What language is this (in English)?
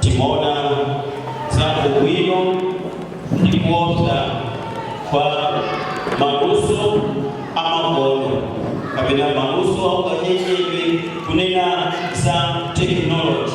Nyanja